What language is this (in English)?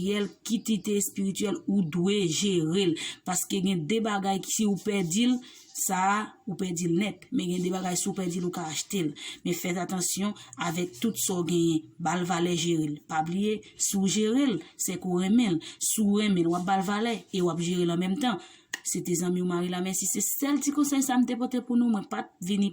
Haitian Creole